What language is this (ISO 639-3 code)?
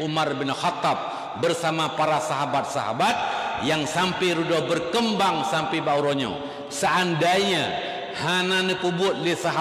ace